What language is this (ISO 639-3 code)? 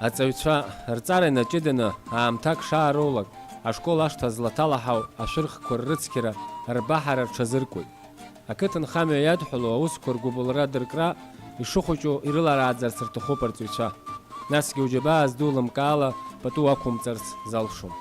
abk